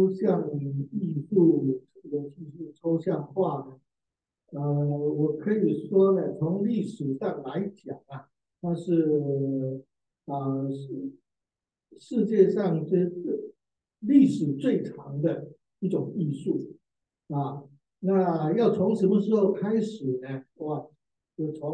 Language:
Chinese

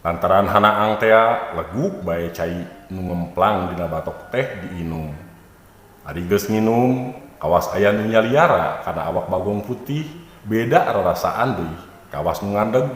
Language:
Sundanese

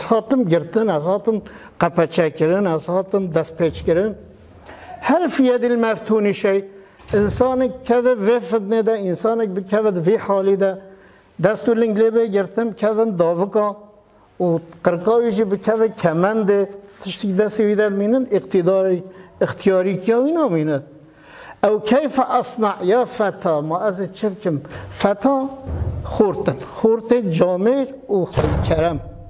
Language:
Kurdish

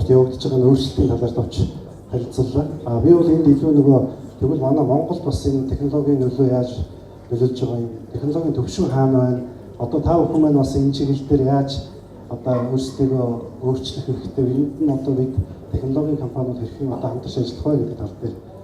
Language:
Mongolian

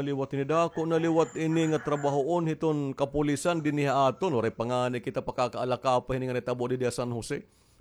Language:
Waray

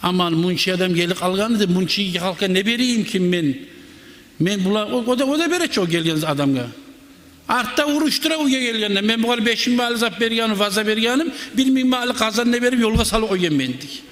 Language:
Kumyk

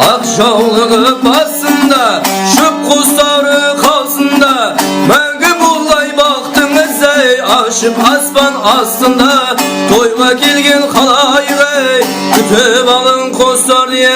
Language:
Kara-Kalpak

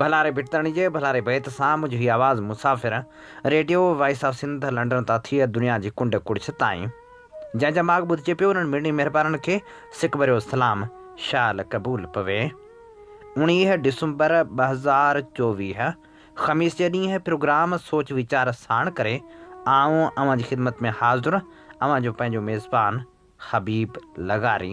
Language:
Sindhi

